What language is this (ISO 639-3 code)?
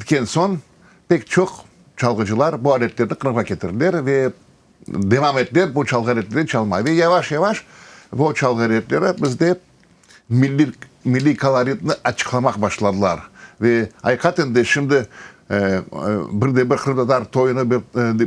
crh